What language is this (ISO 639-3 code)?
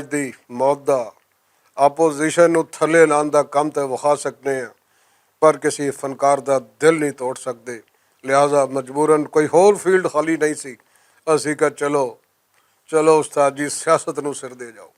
lah